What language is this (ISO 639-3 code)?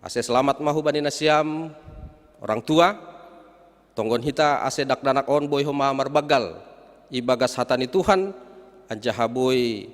bts